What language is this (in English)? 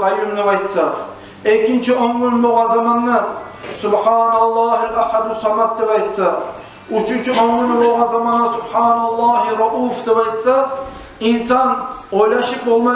Kumyk